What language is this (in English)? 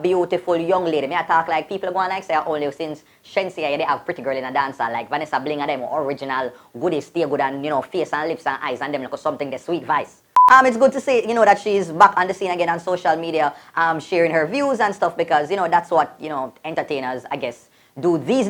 Jamaican Creole English